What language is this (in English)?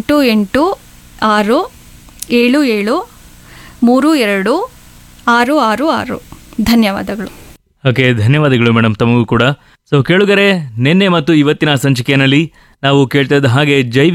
Kannada